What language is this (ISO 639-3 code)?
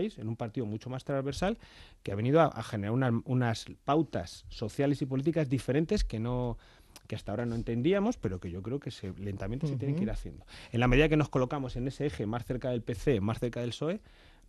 spa